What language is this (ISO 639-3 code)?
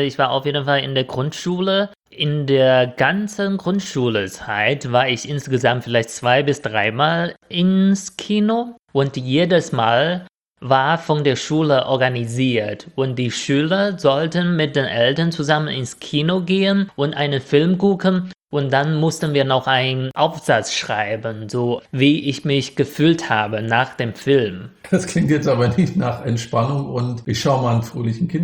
deu